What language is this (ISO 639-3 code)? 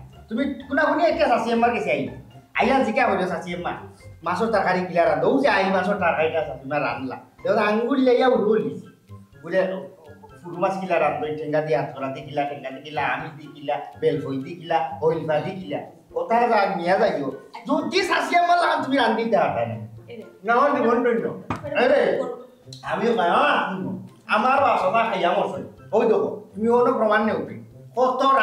syl